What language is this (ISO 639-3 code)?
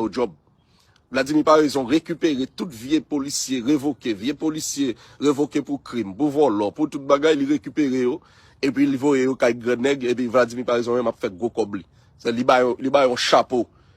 hat